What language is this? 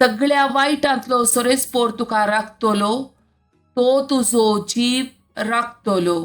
Konkani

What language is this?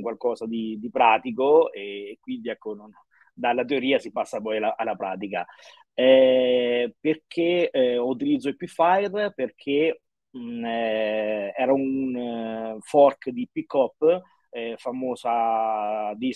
Italian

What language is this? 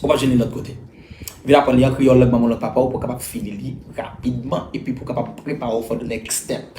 Haitian Creole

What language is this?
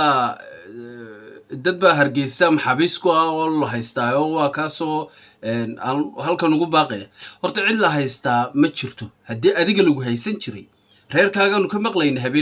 Somali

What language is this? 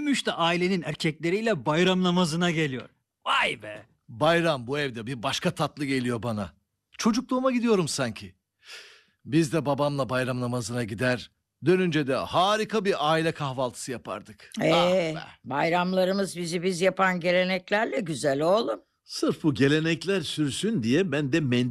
Turkish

